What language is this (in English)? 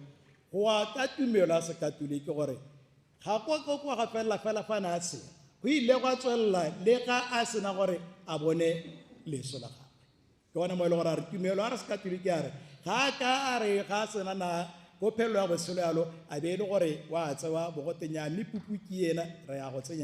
Tswana